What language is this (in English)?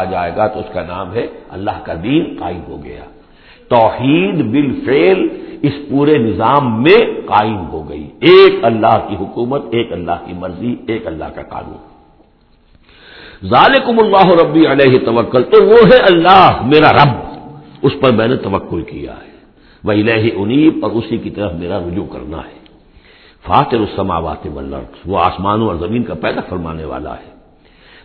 Urdu